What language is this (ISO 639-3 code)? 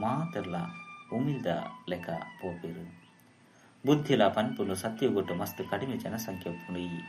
tcy